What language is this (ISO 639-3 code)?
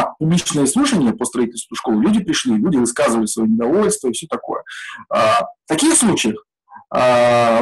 rus